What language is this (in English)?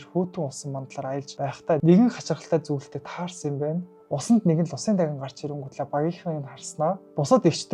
Mongolian